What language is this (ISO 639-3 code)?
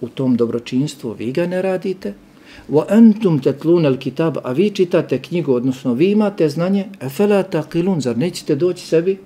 bos